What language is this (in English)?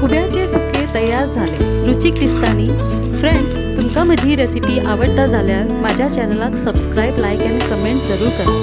Konkani